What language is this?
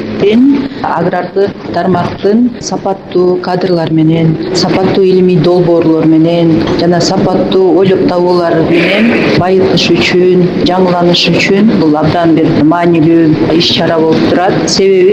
Kyrgyz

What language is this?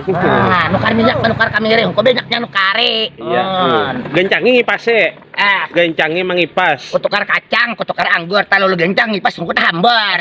Banjar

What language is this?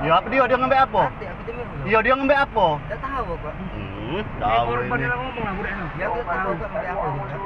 Musi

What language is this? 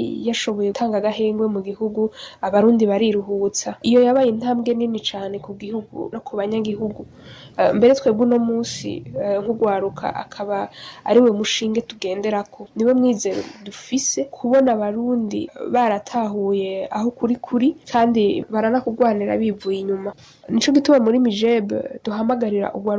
Rundi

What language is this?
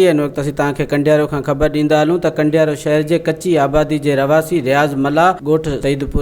Sindhi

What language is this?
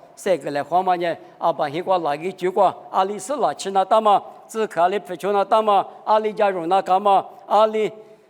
Lisu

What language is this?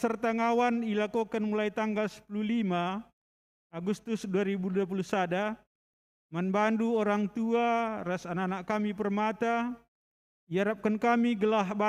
Batak Karo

